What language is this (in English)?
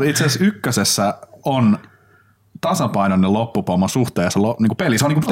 Finnish